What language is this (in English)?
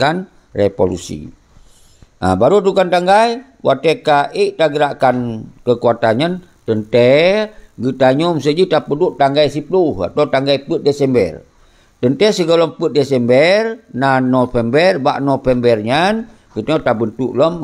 Achinese